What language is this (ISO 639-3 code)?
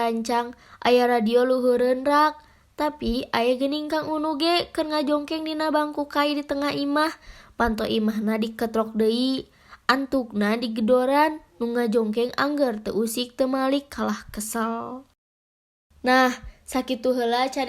sun